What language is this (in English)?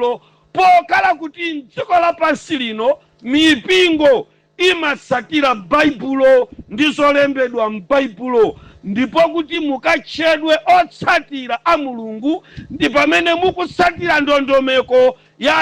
Nyanja